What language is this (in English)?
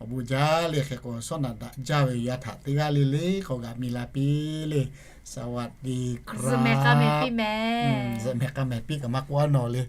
Lahu